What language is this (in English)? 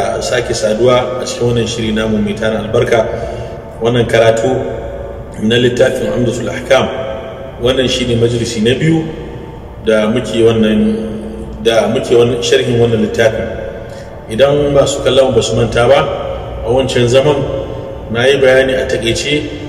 Hausa